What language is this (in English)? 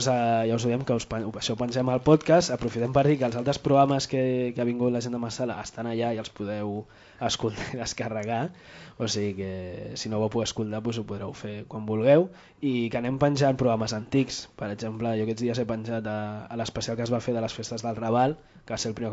Catalan